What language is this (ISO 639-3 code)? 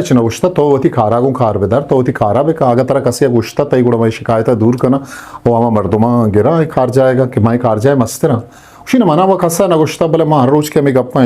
bgp